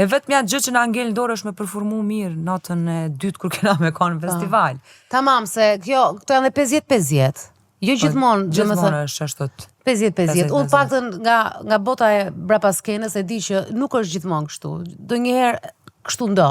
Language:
Albanian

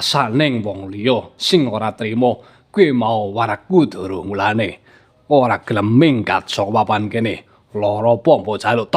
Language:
Javanese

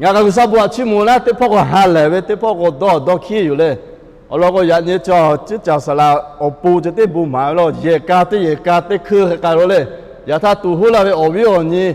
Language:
Lahu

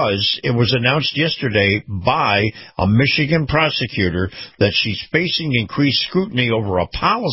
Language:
English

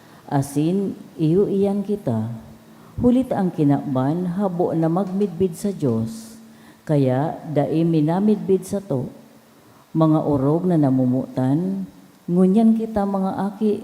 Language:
Bikol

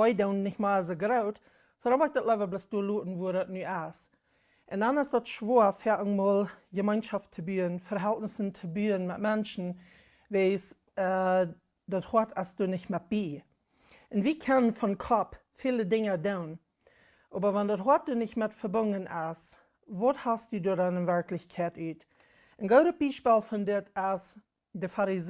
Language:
Plautdietsch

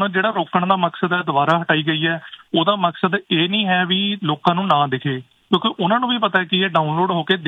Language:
Punjabi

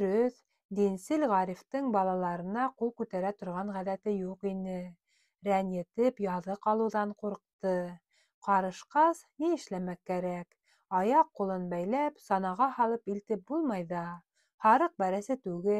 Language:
Bashkir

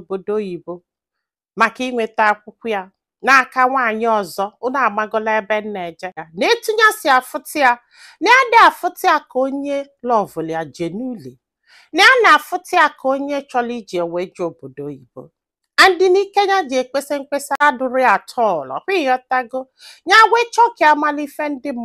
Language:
Igbo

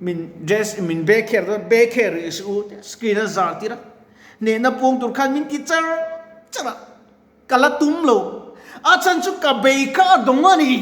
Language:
Mizo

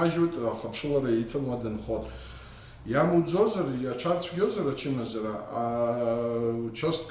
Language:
Abkhazian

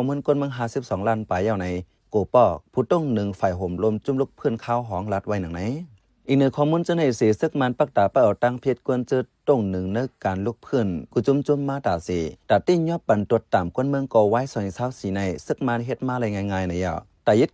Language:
Shan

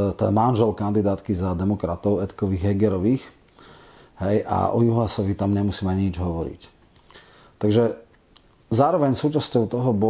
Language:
Slovak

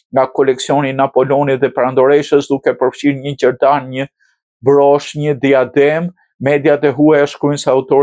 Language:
Albanian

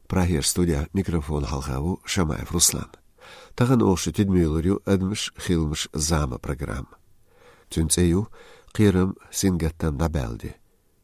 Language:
Chechen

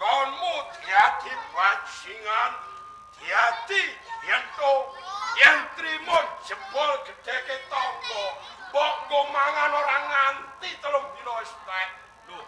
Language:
Javanese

